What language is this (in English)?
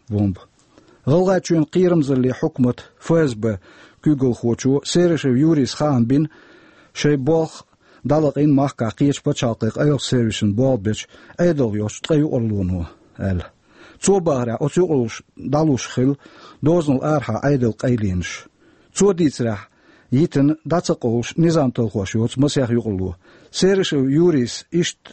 Chechen